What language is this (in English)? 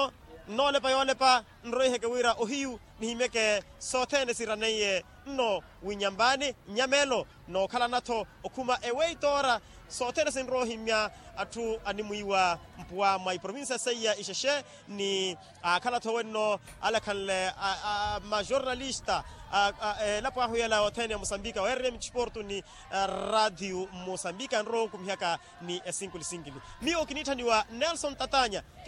Makhuwa